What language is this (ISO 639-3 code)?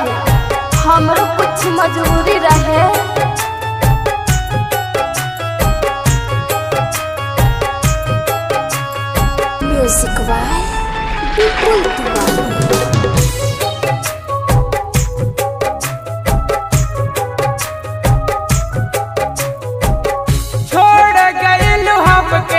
bho